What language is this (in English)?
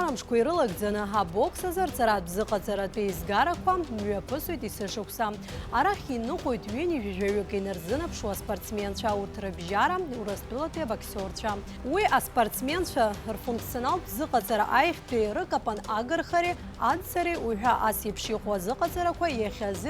Abkhazian